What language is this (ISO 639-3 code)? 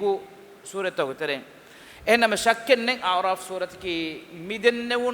div